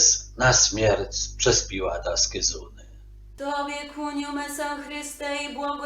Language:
Kashubian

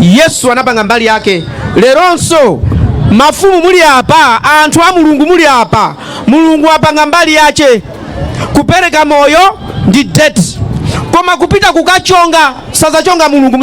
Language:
Nyanja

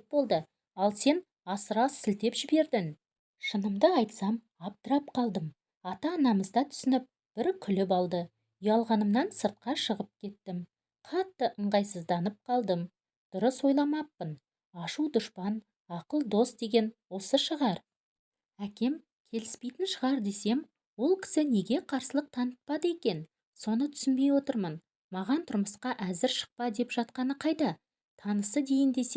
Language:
Kazakh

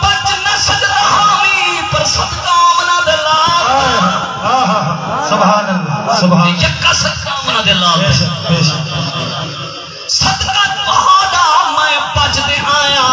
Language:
Saraiki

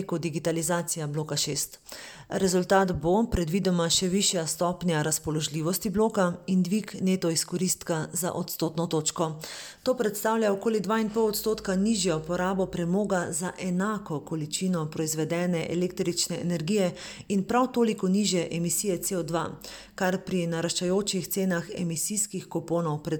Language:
Slovenian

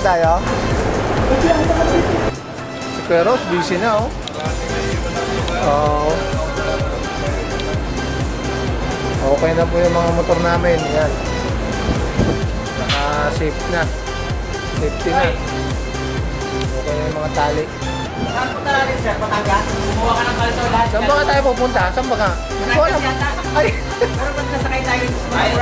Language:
Filipino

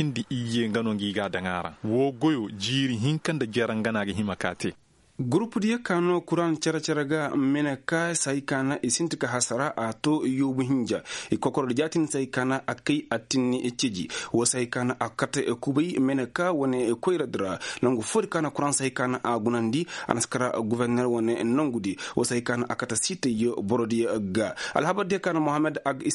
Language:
Koyraboro Senni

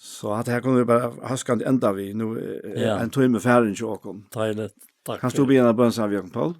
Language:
Faroese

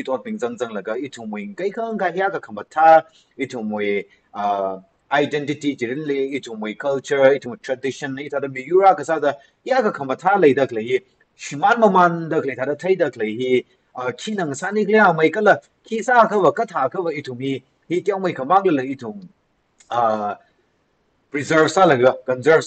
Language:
Tangkhul Naga (India)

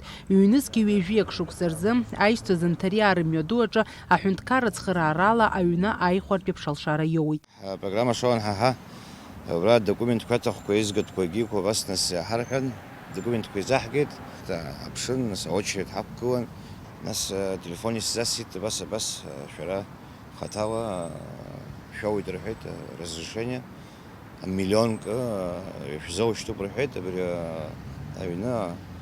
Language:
Abkhazian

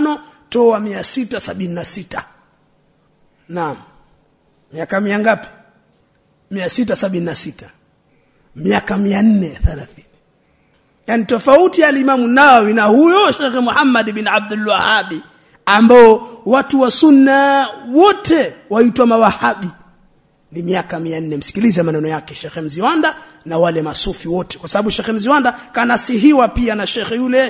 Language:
Swahili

